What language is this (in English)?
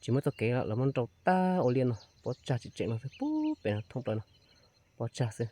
Hmong